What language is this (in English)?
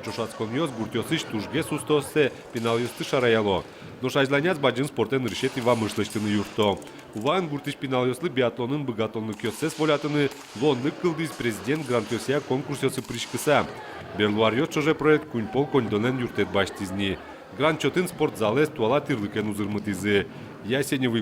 Udmurt